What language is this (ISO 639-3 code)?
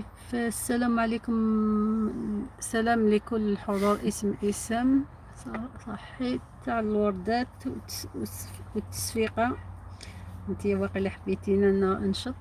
arq